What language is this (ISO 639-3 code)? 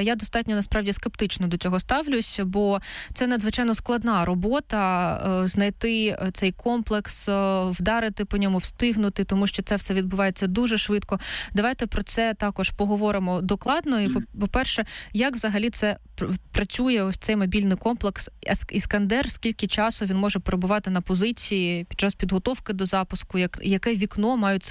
ukr